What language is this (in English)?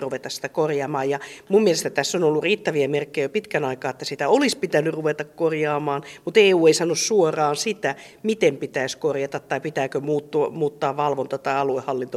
Finnish